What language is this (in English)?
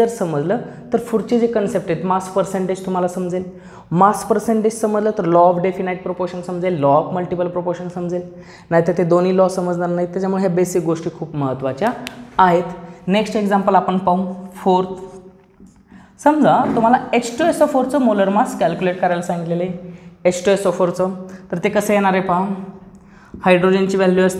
Marathi